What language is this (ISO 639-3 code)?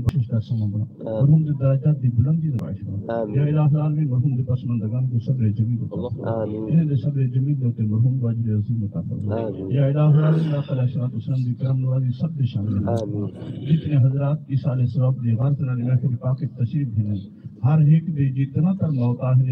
skr